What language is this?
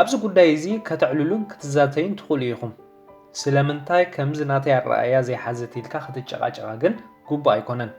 Tigrinya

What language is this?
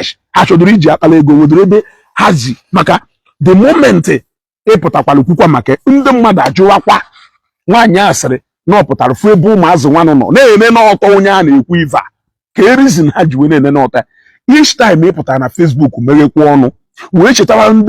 Igbo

